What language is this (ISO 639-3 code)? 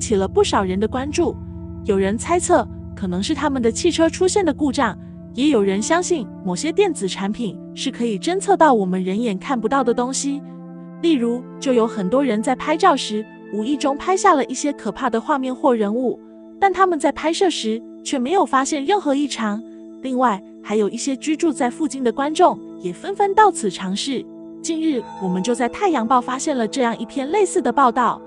zho